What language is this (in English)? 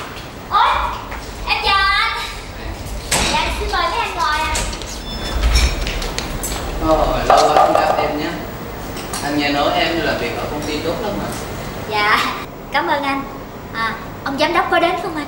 Vietnamese